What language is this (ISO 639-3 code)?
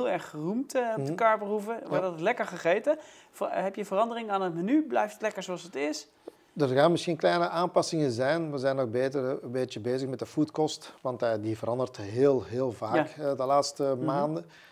nld